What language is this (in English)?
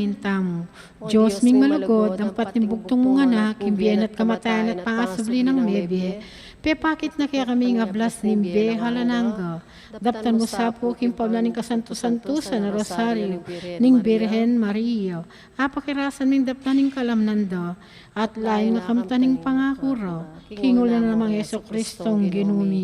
Pampanga